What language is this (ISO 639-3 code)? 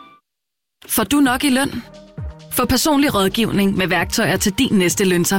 dan